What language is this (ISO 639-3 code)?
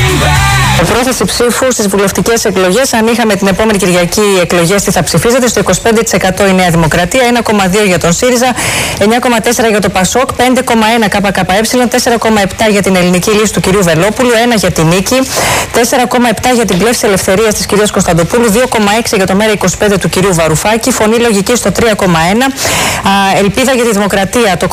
ell